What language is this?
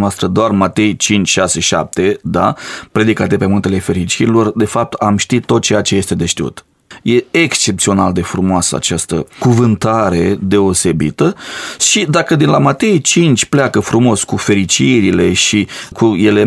Romanian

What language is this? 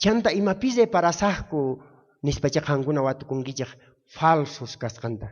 South Bolivian Quechua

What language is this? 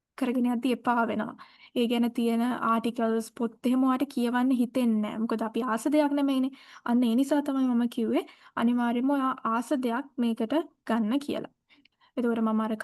Sinhala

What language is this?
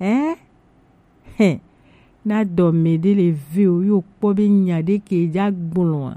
Gen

